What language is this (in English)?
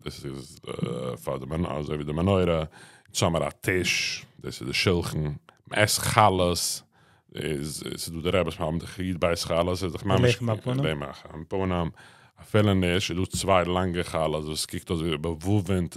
Yiddish